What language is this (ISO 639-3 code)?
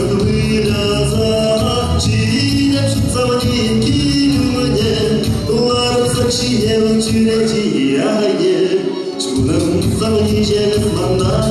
chv